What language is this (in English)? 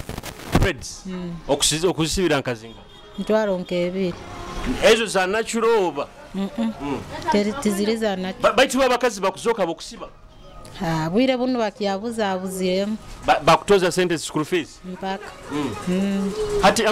Nyoro